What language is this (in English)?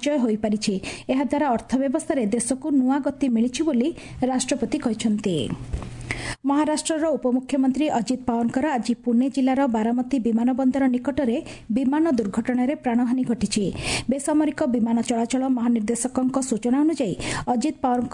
Odia